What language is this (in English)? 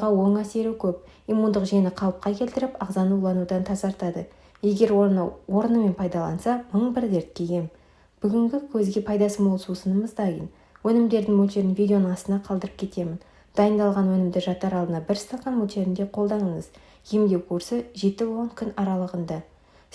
Kazakh